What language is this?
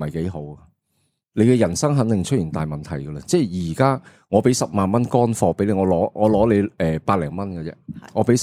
Cantonese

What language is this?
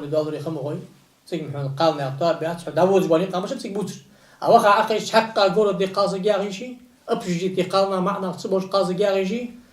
Ingush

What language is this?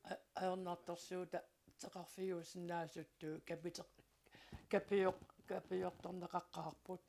Kalaallisut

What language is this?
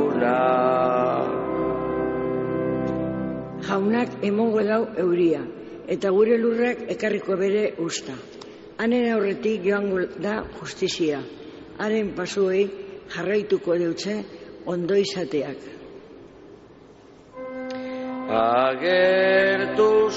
Basque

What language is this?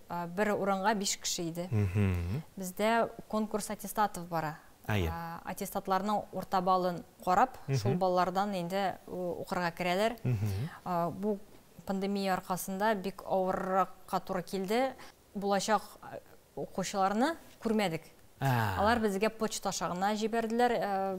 Tatar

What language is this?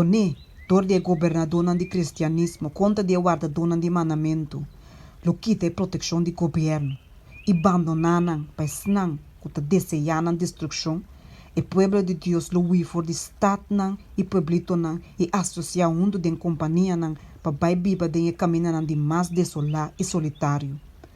Papiamento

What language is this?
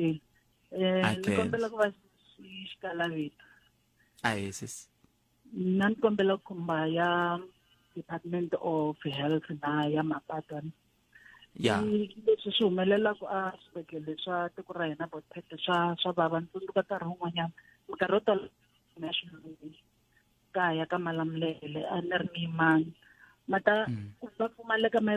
Tsonga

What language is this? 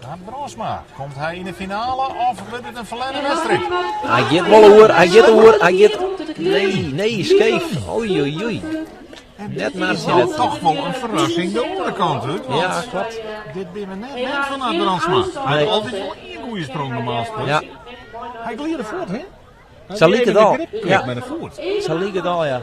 Western Frisian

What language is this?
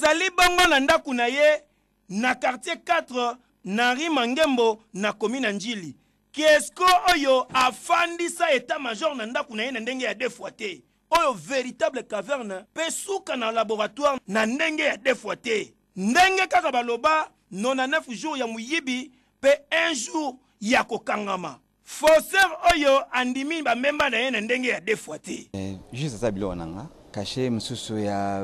Lingala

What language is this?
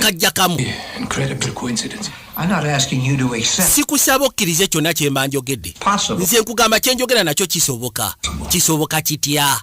Ganda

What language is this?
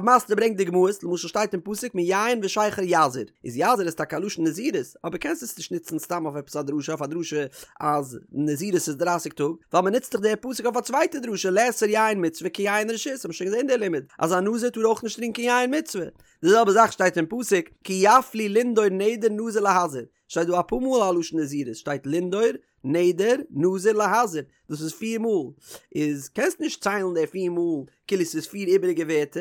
Yiddish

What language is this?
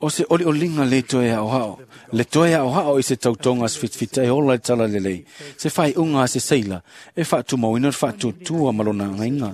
Samoan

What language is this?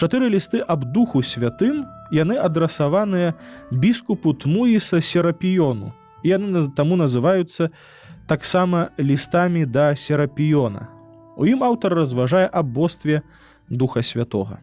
Belarusian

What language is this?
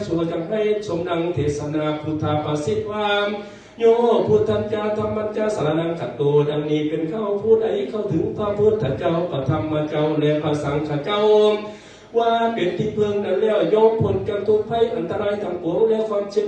Lao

